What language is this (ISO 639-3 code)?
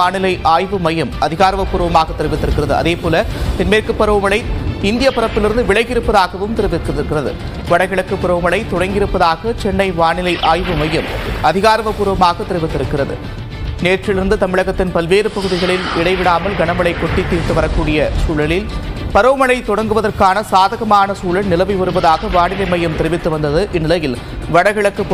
tam